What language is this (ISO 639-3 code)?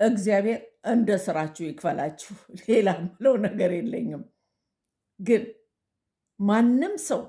amh